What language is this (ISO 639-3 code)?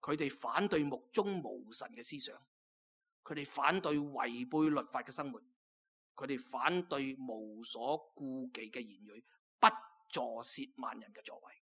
yue